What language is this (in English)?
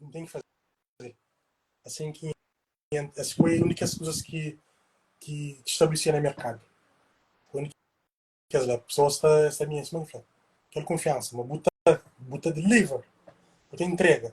Kabuverdianu